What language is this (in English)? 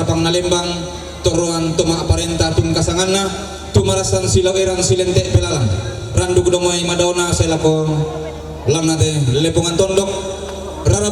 Toraja-Sa'dan